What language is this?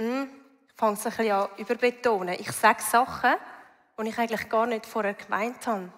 Swiss German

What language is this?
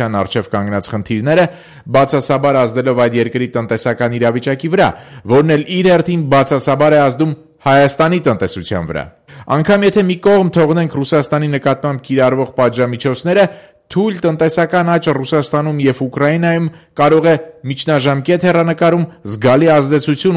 Armenian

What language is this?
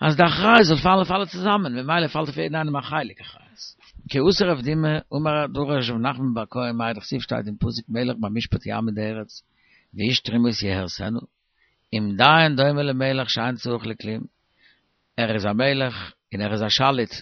Yiddish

